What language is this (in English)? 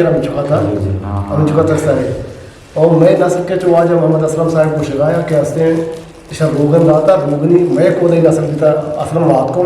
Eastern Balochi